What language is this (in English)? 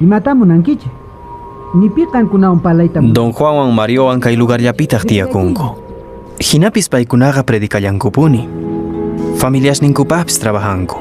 Quechua